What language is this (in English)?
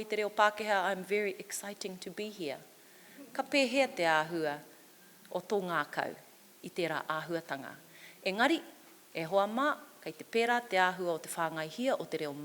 Māori